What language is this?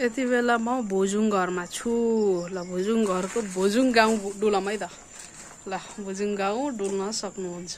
Nepali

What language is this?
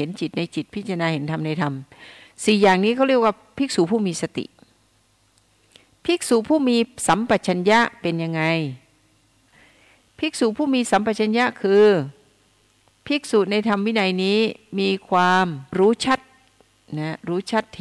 Thai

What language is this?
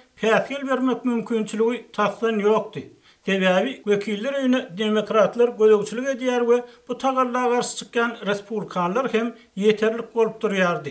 Turkmen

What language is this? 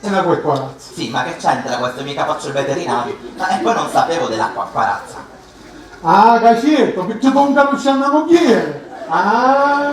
Sicilian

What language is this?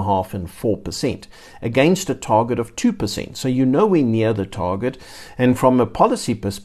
English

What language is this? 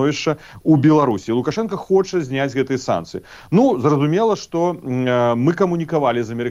Belarusian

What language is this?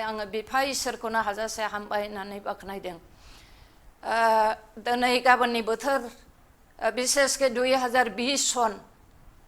Bodo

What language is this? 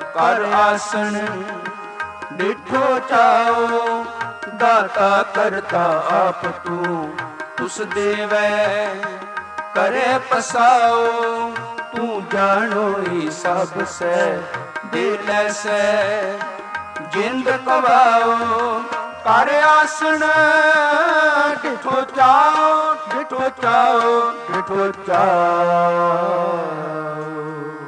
Punjabi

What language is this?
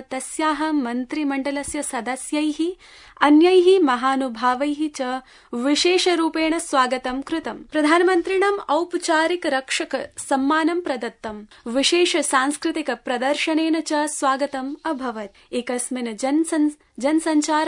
Sanskrit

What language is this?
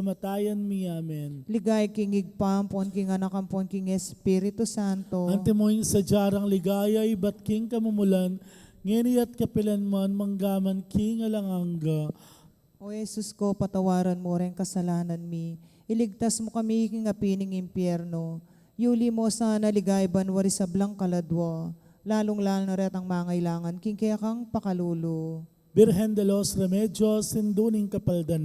Pampanga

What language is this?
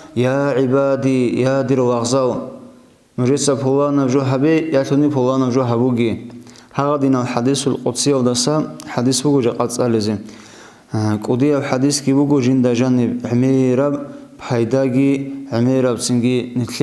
Avaric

